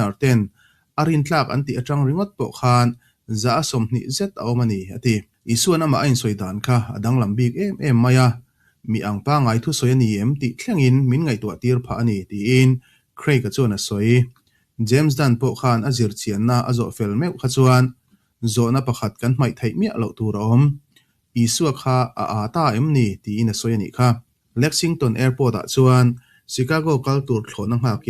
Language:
Mizo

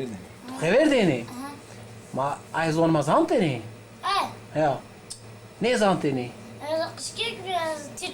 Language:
Zaza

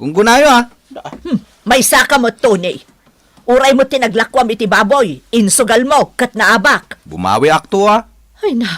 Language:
Iloko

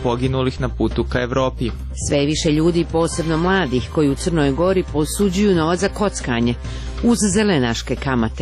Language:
Serbian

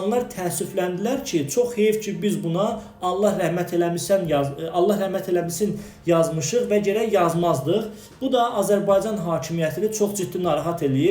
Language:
Azerbaijani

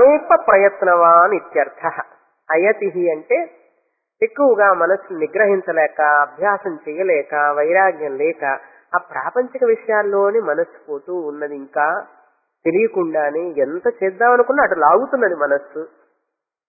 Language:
Telugu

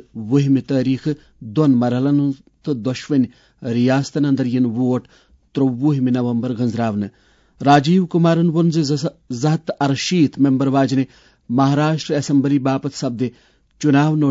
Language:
Kashmiri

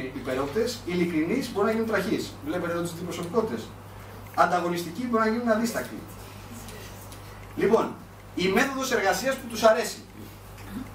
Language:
Greek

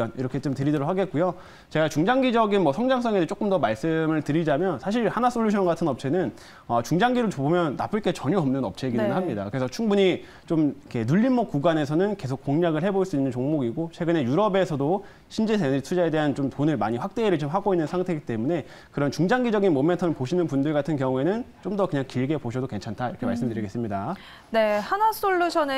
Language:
Korean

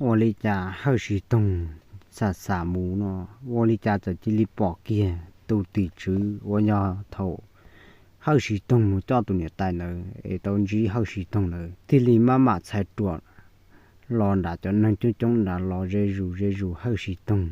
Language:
Hmong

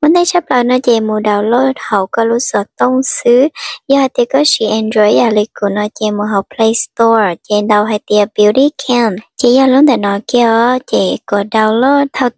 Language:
Hmong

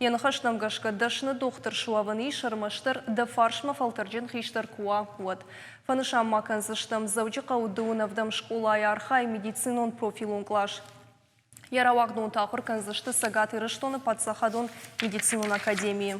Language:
Ossetic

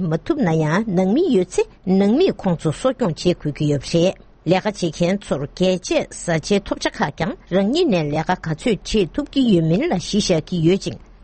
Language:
Tibetan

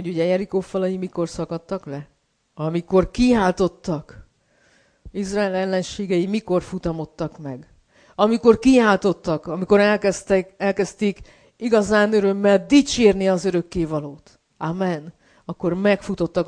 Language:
Hungarian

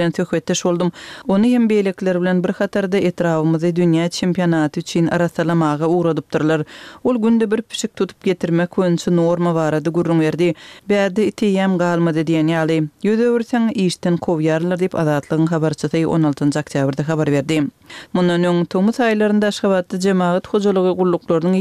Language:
Turkmen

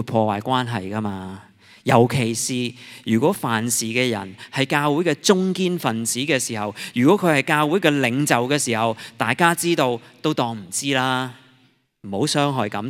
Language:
Cantonese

